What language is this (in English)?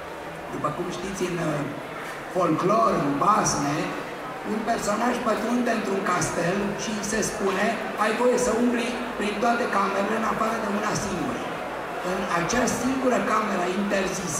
Romanian